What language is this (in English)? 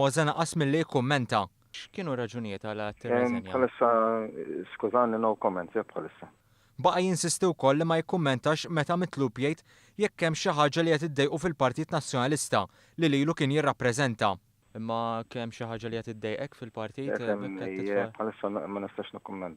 Maltese